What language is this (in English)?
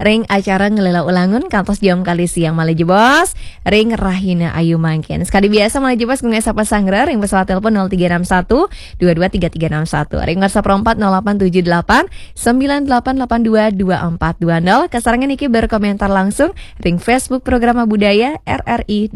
Balinese